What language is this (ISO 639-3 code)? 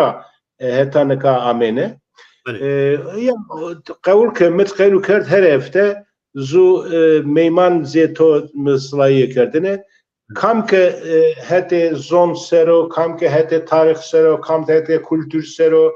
zza